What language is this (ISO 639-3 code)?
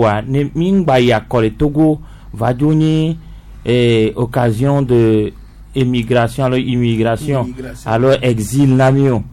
gej